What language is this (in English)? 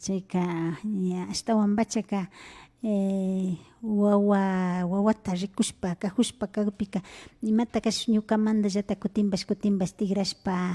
Imbabura Highland Quichua